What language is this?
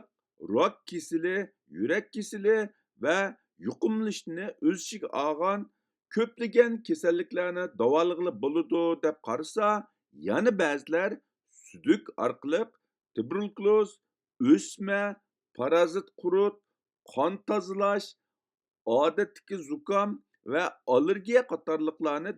Uyghur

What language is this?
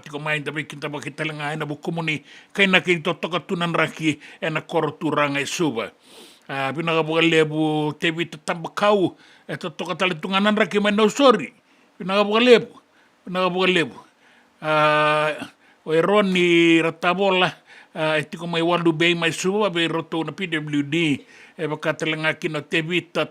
Fijian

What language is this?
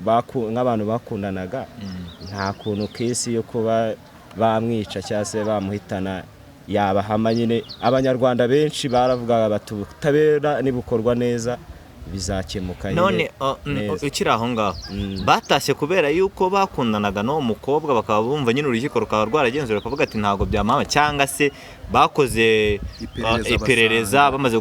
Kinyarwanda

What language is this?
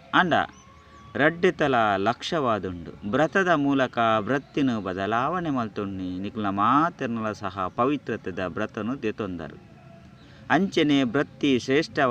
Tulu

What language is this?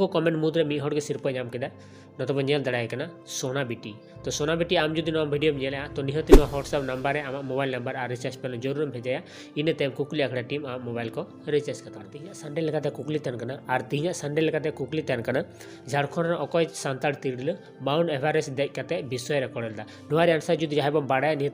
Santali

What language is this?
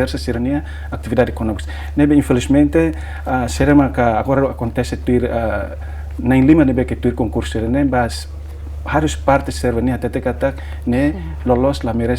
Tetum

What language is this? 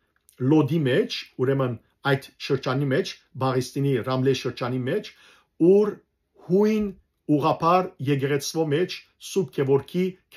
Western Armenian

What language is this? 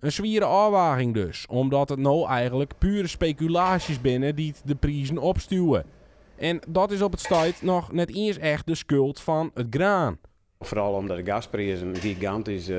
Western Frisian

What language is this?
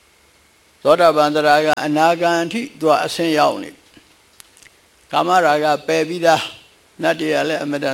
Burmese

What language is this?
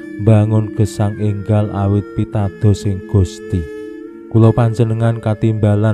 Javanese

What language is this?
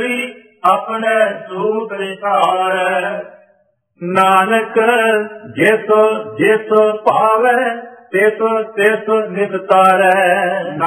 Punjabi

